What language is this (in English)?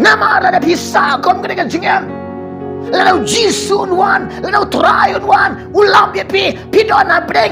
Khasi